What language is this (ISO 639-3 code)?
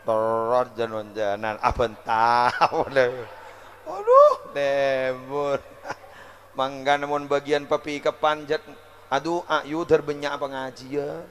mad